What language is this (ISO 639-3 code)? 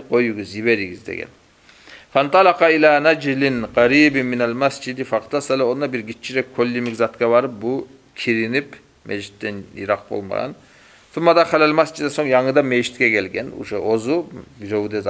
kum